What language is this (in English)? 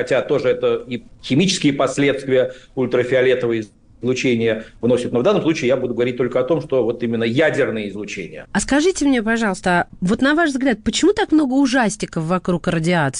Russian